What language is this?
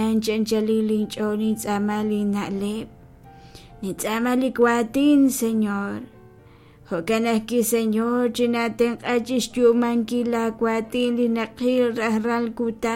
Kekchí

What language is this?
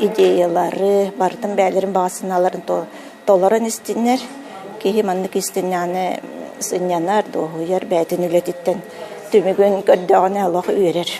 Yakut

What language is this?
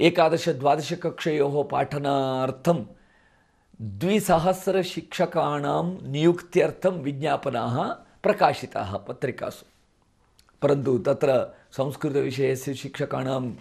Sanskrit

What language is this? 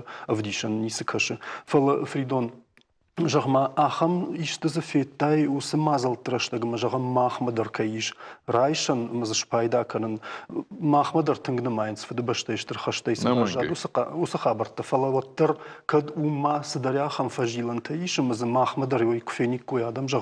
Ossetic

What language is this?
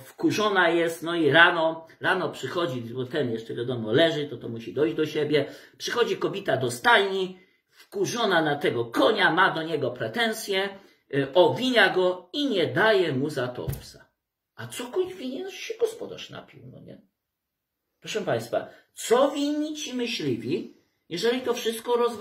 Polish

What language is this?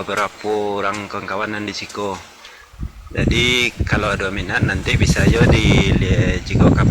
Minangkabau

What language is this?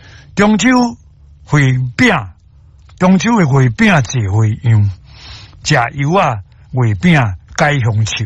Min Nan Chinese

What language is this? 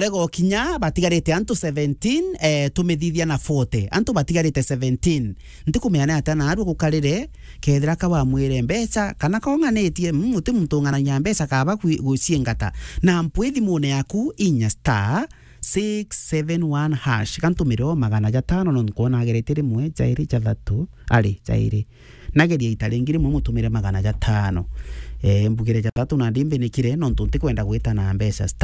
Meru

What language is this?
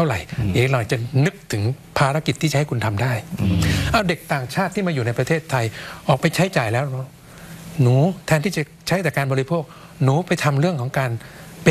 Thai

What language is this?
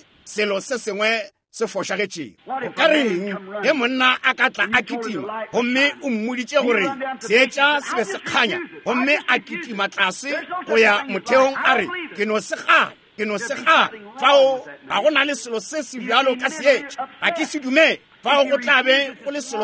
Northern Sotho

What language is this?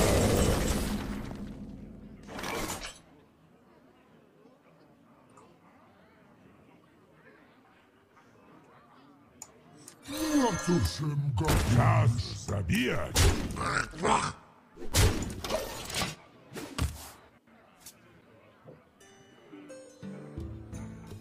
Polish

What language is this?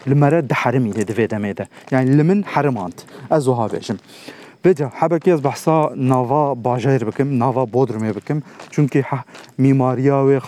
Kurdish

